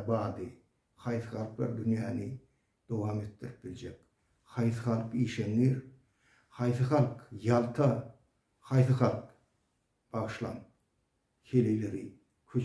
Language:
Turkmen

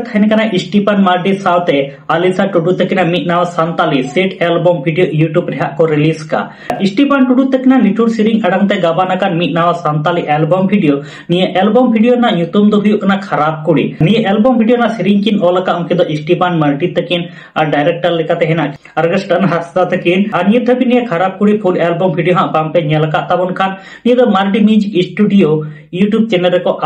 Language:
Santali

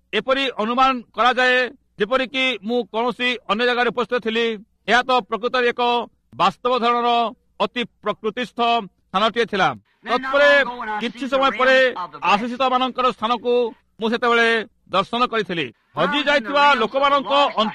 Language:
Odia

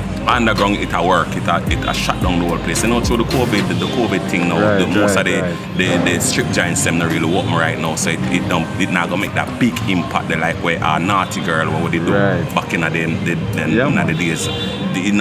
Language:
Jamaican Creole English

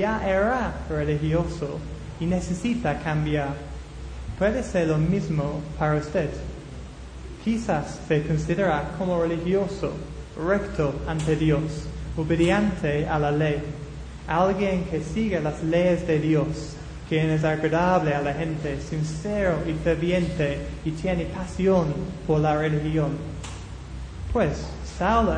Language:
Spanish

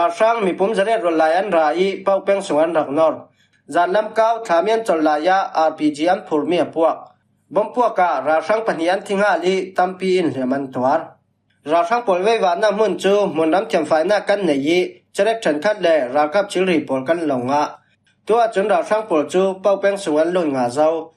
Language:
Falam Chin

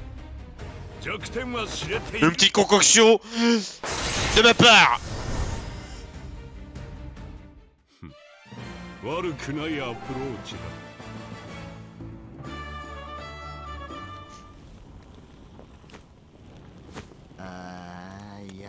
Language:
French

